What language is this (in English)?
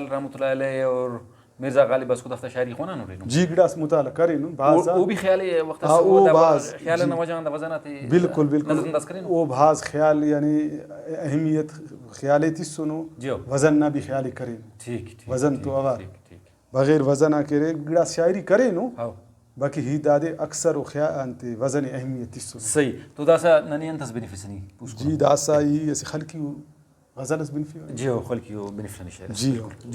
Brahui